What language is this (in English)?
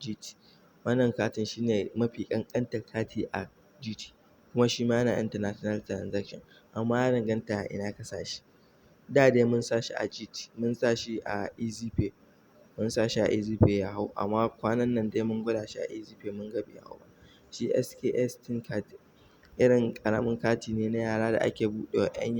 Hausa